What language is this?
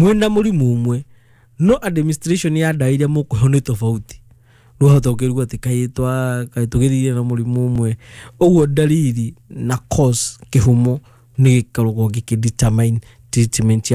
Kikuyu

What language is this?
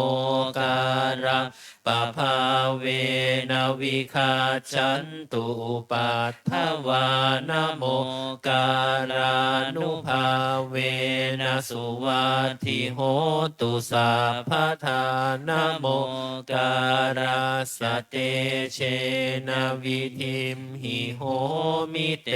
Pali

